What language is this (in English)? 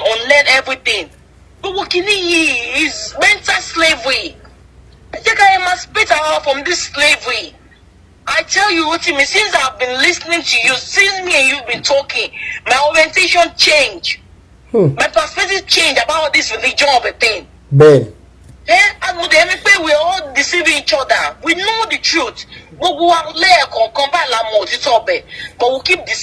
Yoruba